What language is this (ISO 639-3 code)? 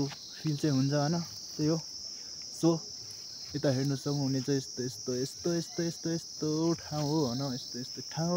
nep